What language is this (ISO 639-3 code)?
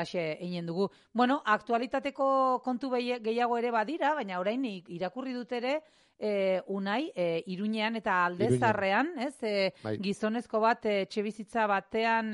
eus